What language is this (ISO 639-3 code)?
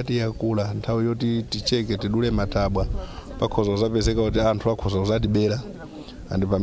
nya